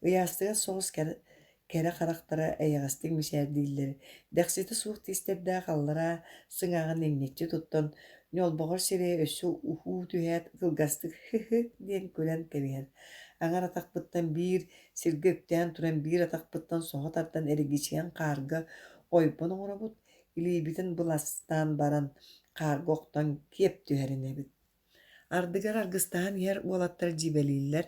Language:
Yakut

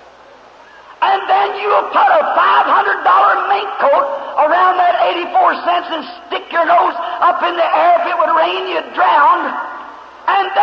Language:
English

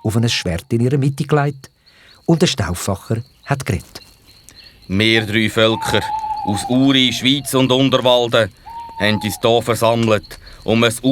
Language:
Swiss German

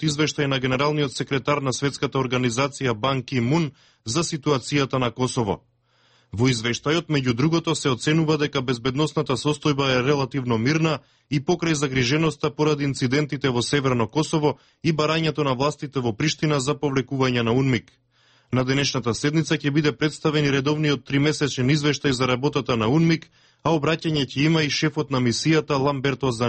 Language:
Macedonian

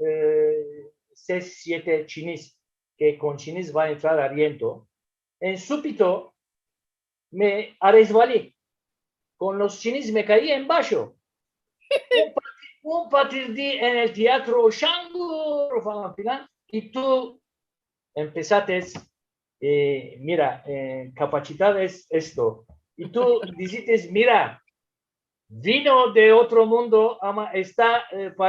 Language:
Ladino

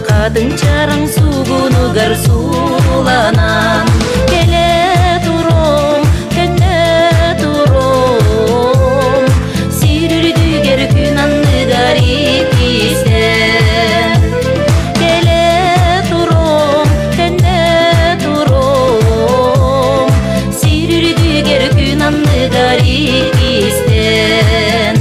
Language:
Yakut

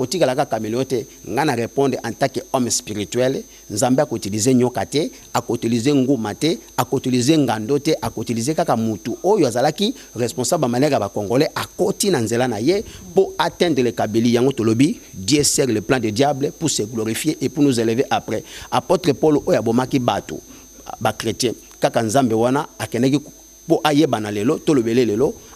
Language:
Lingala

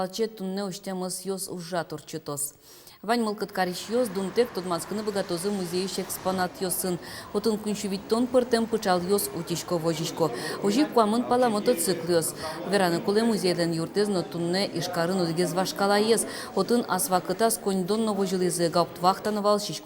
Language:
Udmurt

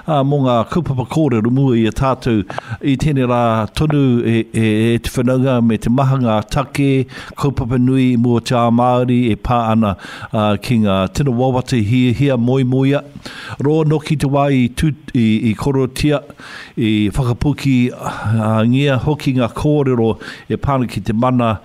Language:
Māori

